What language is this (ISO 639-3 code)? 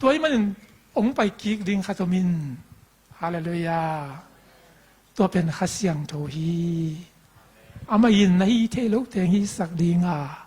ctd